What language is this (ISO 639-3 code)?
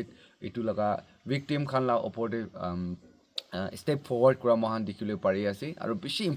nag